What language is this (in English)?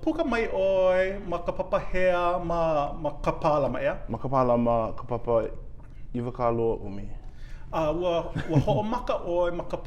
Hawaiian